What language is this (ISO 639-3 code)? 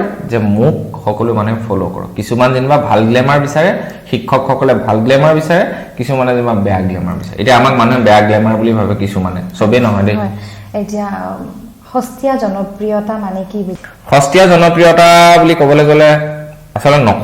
asm